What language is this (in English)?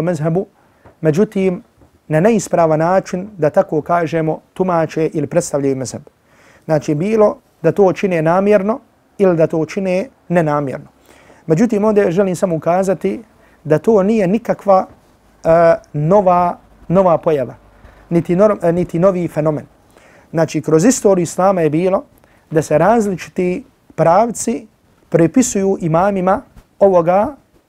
Bosnian